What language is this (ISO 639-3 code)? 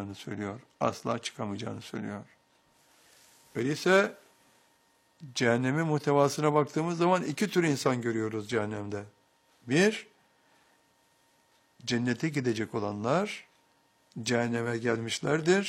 tur